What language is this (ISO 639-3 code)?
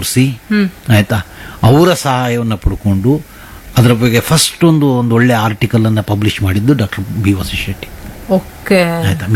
kan